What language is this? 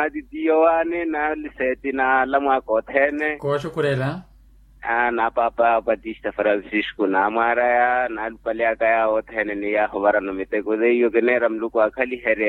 Makhuwa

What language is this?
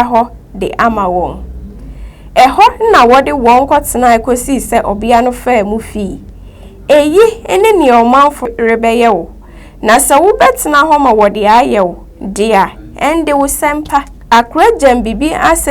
Akan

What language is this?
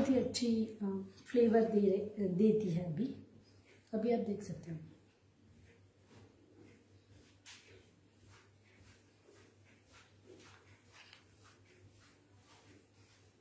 Hindi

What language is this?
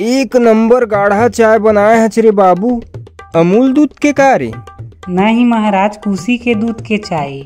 Chhattisgarhi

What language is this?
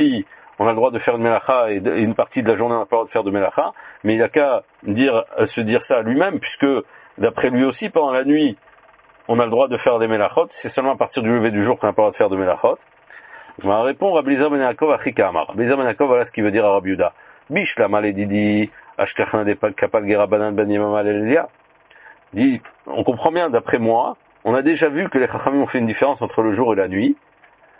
French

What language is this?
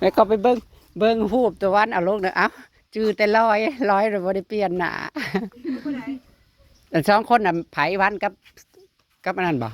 Northeastern Thai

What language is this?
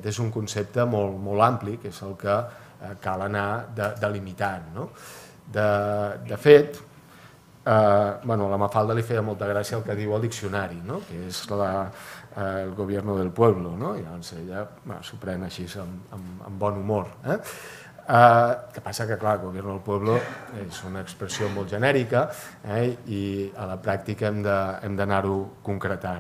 Catalan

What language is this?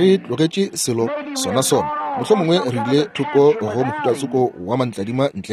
Northern Sotho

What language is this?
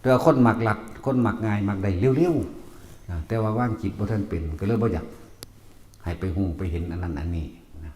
Northeastern Thai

